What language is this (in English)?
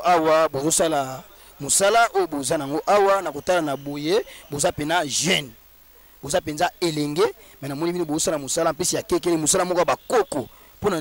Lingala